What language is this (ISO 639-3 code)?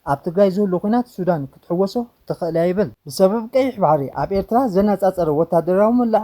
tir